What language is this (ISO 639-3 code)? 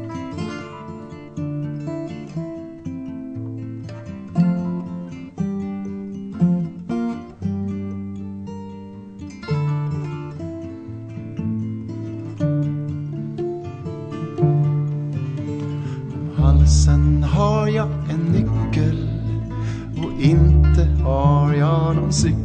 swe